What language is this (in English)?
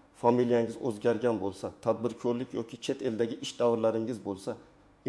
Uzbek